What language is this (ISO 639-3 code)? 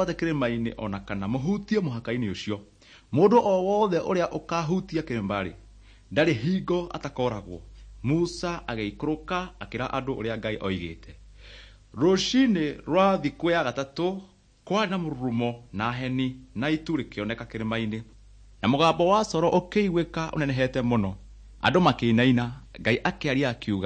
kik